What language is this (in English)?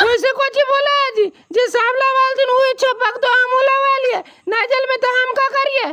Magahi